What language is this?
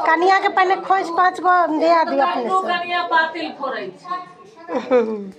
Maithili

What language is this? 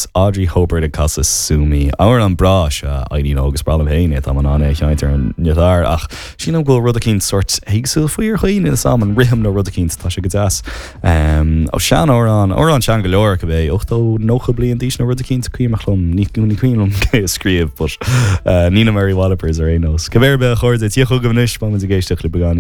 Irish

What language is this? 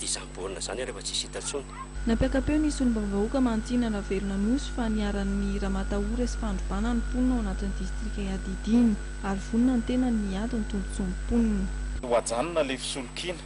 Malagasy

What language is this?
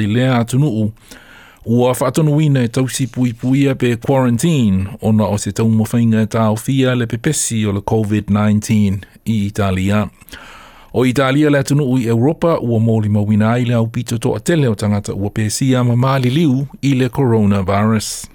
Samoan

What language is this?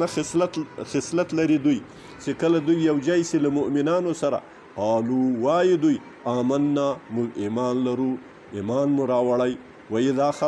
Pashto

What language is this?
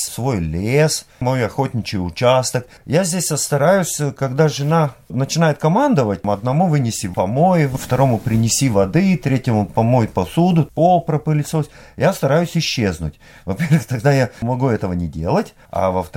Russian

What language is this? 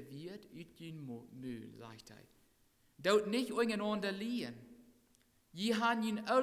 Plautdietsch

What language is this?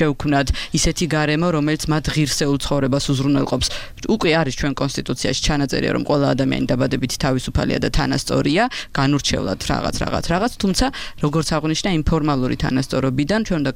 Georgian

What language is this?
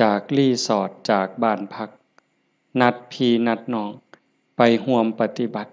Lao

